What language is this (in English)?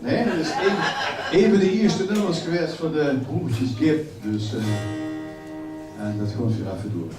Limburgish